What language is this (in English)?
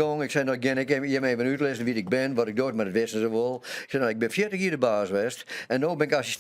Western Frisian